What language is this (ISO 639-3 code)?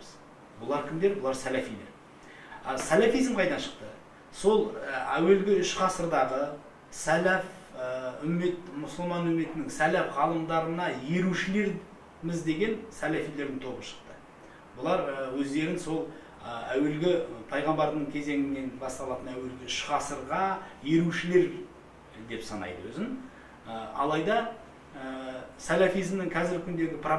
kaz